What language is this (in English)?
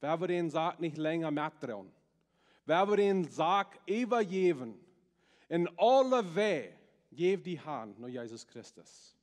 Plautdietsch